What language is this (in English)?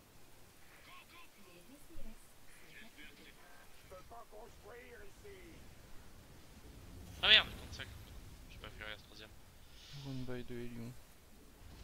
French